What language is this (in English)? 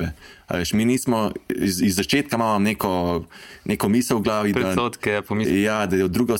Slovenian